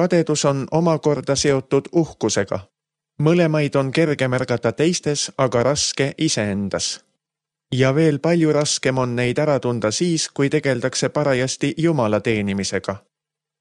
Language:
Estonian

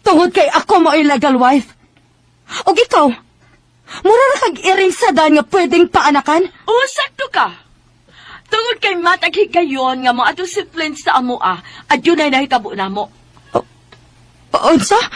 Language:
Cebuano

